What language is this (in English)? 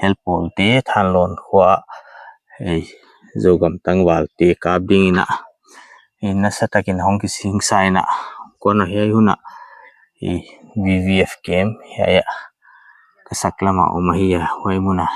Paite Chin